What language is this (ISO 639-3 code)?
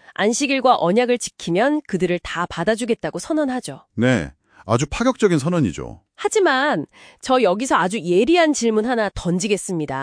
kor